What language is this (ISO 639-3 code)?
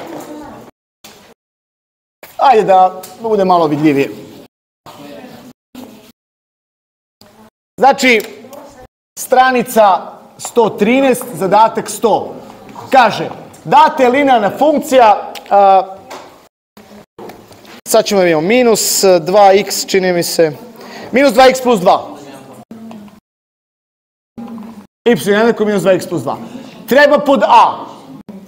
srp